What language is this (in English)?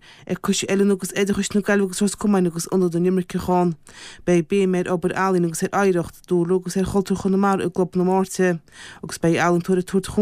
Irish